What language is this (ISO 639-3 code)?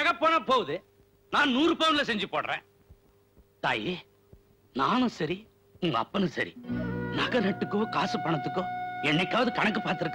tam